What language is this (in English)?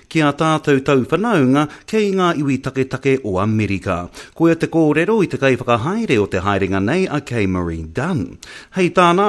Māori